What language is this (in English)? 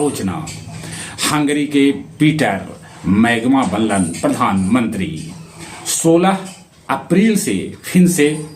Magahi